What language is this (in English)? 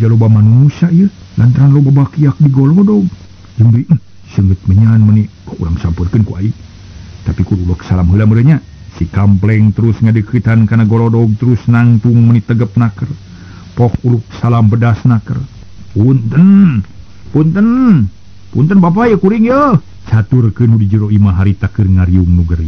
Sundanese